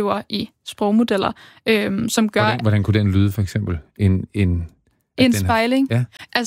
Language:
Danish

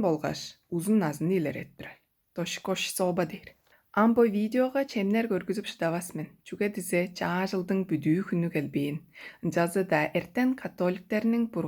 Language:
Tuvinian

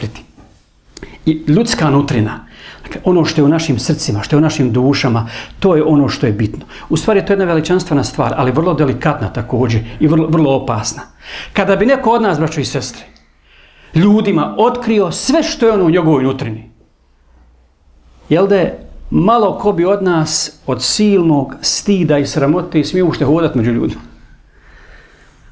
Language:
Bosnian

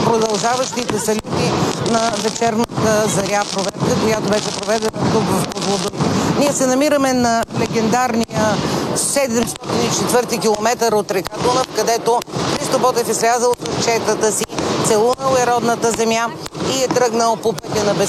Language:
Bulgarian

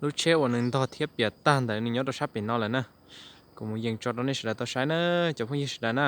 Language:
Hmong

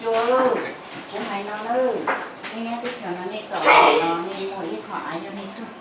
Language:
Hmong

